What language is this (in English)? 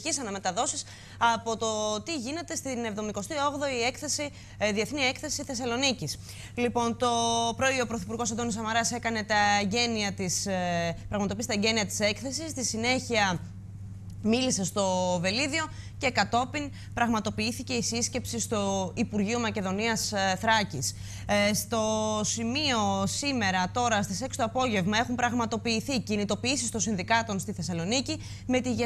Greek